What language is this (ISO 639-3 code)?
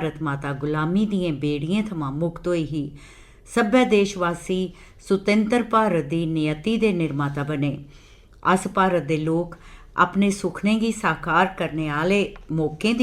doi